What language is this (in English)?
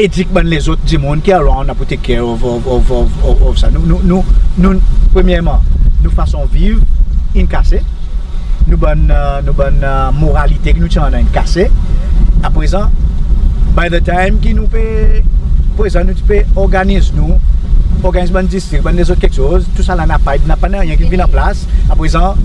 Seselwa Creole French